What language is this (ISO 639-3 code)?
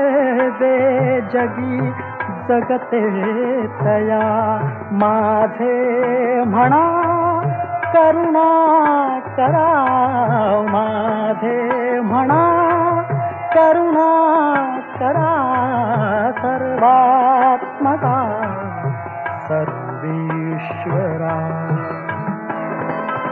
mar